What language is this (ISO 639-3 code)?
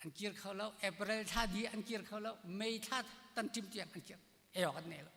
cnh